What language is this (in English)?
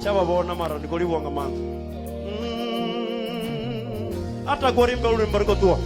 Venda